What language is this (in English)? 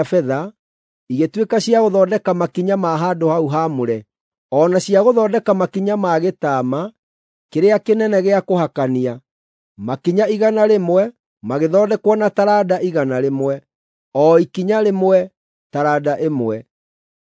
Kikuyu